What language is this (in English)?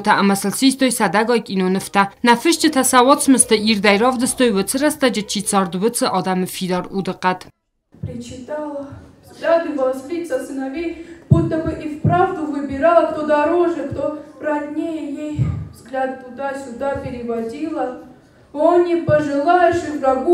Ossetic